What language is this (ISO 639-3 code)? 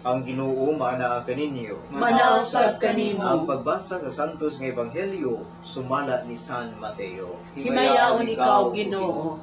ceb